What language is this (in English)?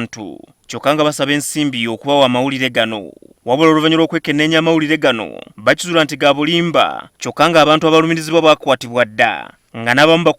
Ganda